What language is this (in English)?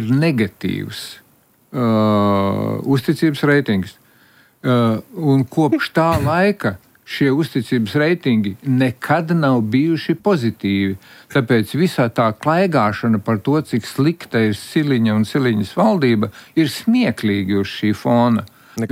Latvian